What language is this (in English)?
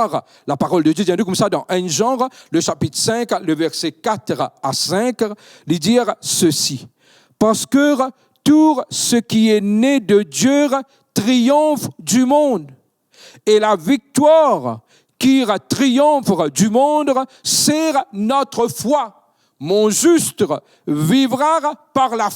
Morisyen